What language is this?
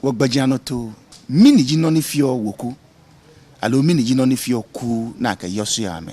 Ga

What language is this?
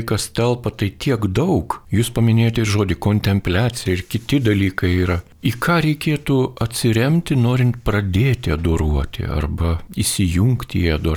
Lithuanian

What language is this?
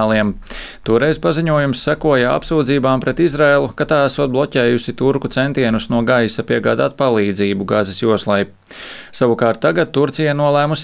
Latvian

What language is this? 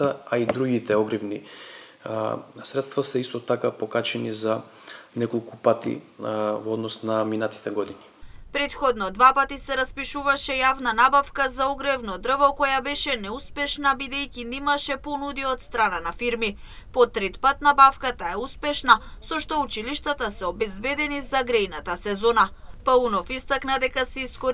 Macedonian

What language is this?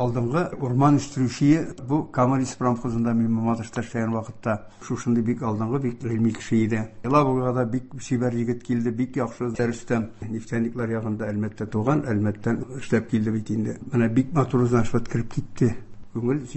Tatar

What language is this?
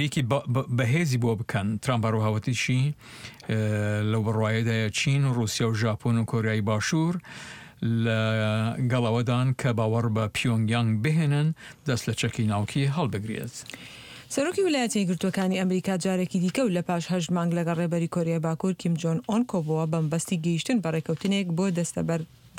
Central Kurdish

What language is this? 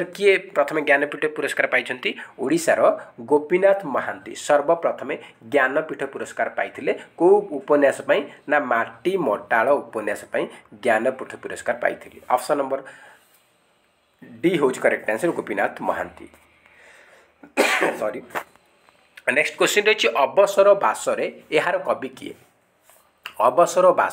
Odia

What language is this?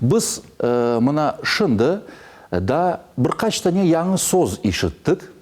Crimean Tatar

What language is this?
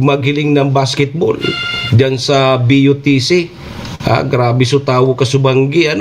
Bikol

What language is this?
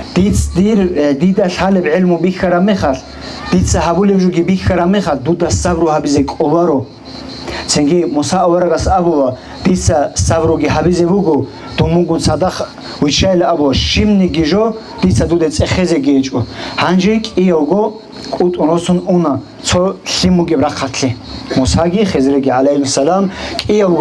Avaric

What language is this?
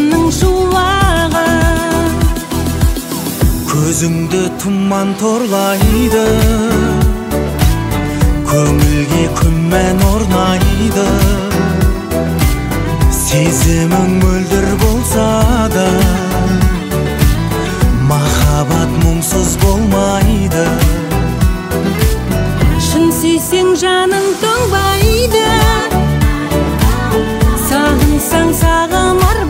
Kazakh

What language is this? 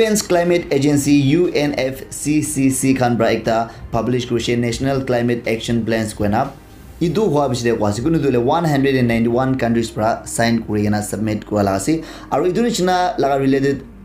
Naga Pidgin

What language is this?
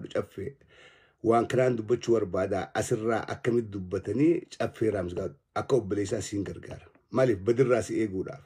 Oromo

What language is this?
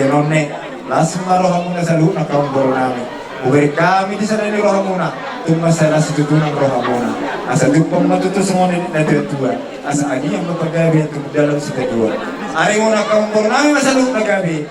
Batak Toba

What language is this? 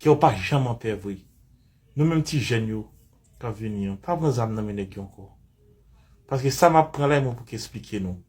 Haitian Creole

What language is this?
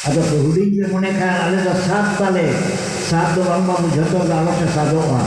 Santali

